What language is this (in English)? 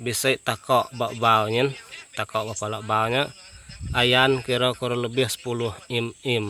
Iban